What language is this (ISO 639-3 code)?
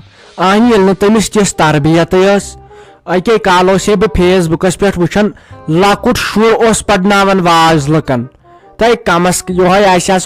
kas